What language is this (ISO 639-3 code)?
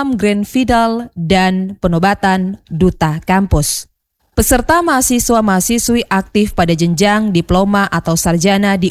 ind